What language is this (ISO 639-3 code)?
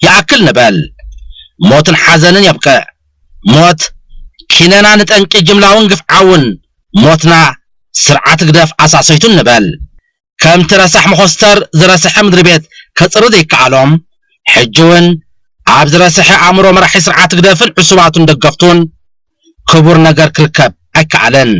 tir